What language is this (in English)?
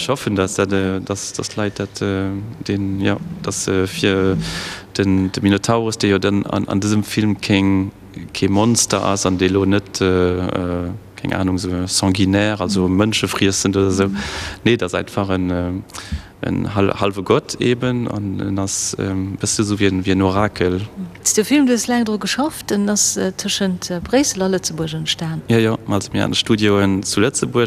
Luxembourgish